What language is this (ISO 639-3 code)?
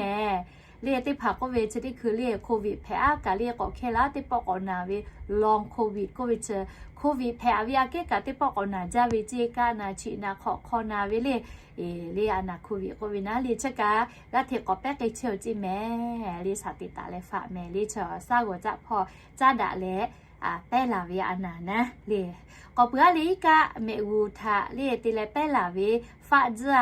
lhu